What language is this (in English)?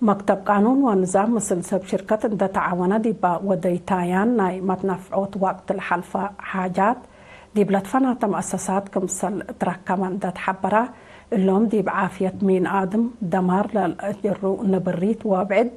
Tigre